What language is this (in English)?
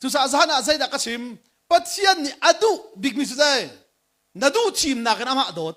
Hakha Chin